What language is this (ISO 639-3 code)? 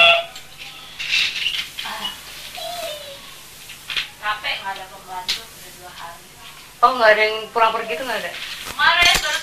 ind